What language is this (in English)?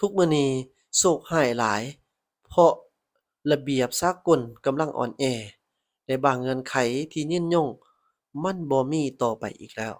Lao